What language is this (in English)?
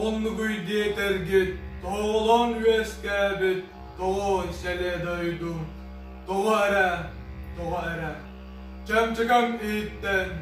Yakut